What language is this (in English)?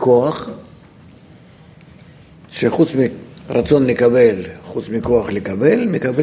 Hebrew